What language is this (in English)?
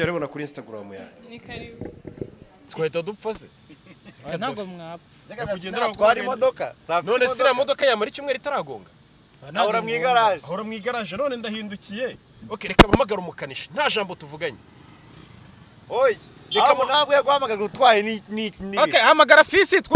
Kinyarwanda